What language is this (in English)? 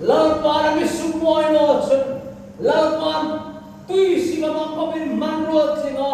Hmar